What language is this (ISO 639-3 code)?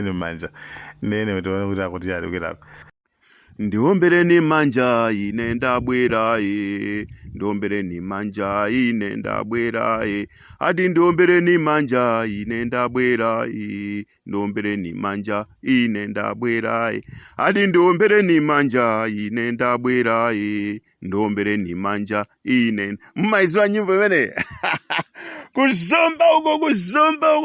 nya